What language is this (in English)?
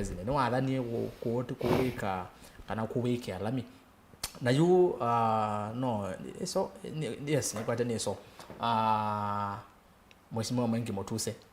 Kamba